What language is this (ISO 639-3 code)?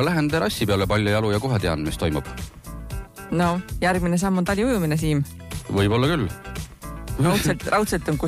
est